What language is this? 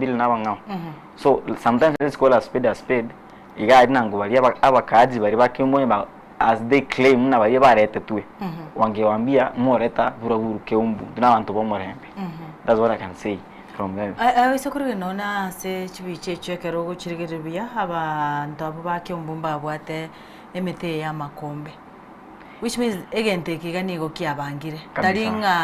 Gusii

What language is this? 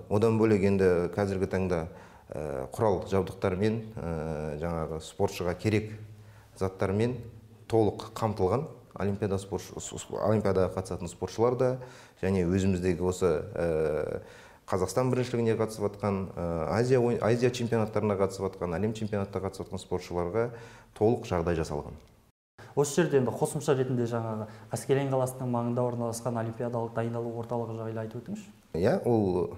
Kazakh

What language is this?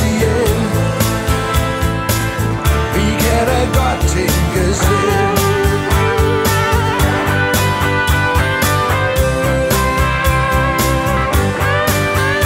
Danish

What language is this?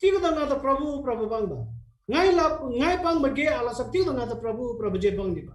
Eastern Tamang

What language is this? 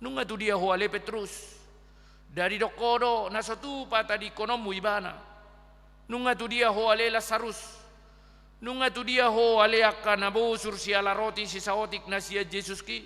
Batak Toba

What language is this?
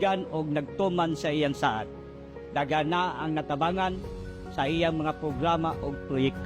Cebuano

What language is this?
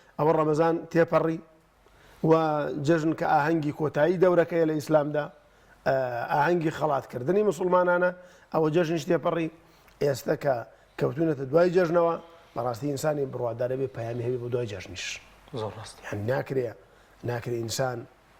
Central Kurdish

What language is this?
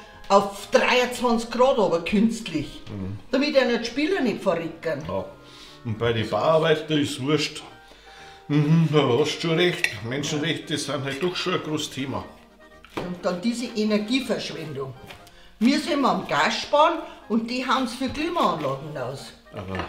Bavarian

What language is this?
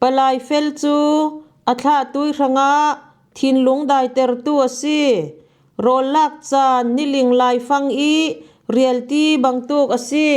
Falam Chin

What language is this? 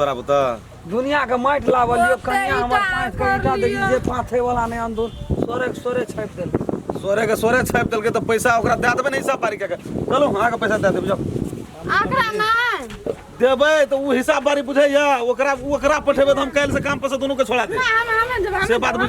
Maithili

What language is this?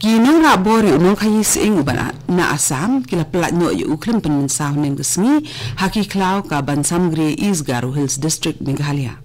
Khasi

